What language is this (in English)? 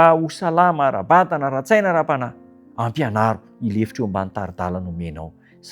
Malagasy